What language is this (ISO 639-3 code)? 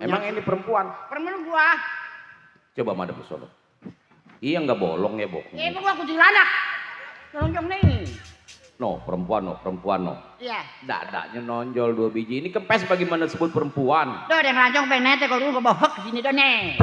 bew